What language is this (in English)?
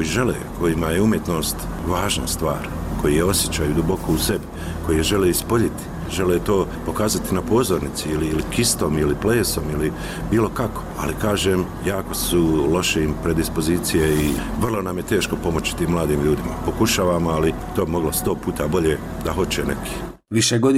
Bosnian